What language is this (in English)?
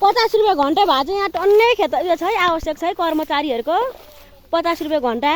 Nepali